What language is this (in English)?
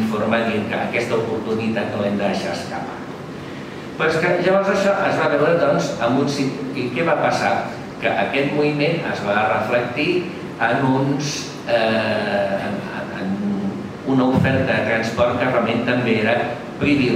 Catalan